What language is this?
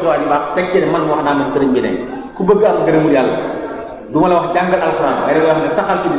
Wolof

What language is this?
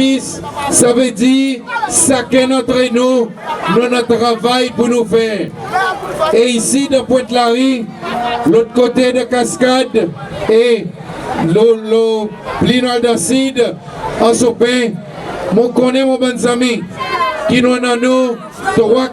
Seselwa Creole French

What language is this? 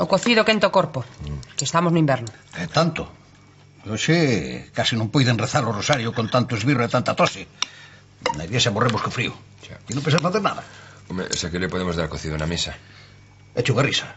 Galician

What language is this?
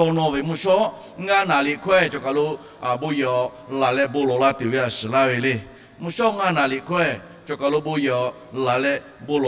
Lahu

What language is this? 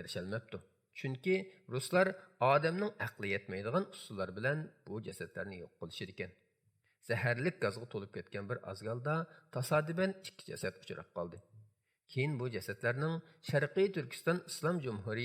Uyghur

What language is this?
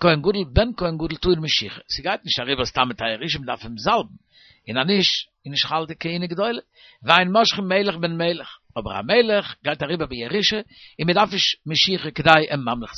Yiddish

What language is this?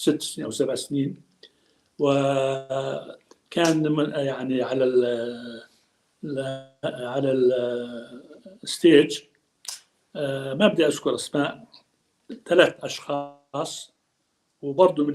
North Levantine Arabic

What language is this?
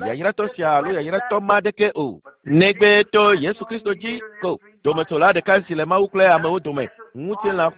Ewe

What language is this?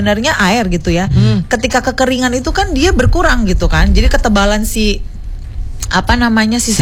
Indonesian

